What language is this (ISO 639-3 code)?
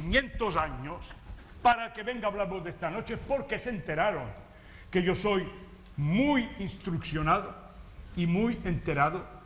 lad